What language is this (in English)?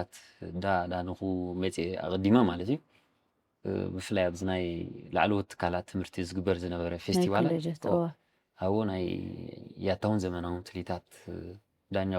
Tigrinya